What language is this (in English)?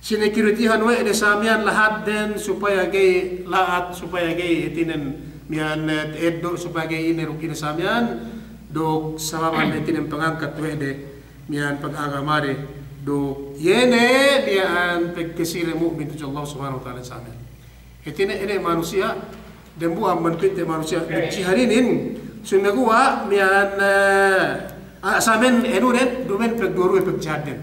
Yakan